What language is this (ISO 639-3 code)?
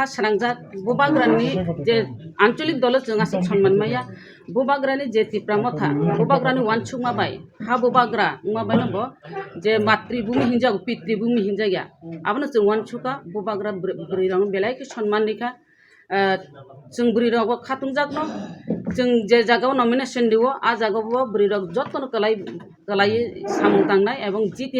trp